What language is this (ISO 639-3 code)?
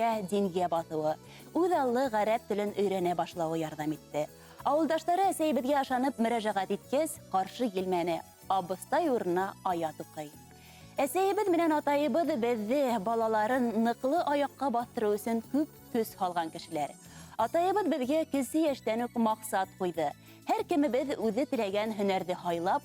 bak